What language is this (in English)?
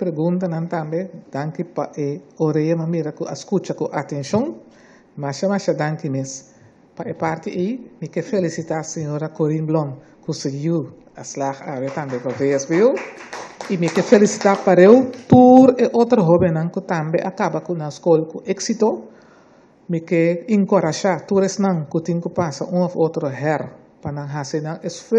Papiamento